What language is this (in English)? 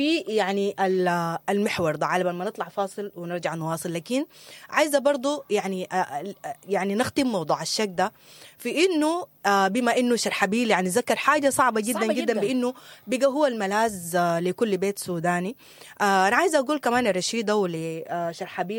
Sudanese Arabic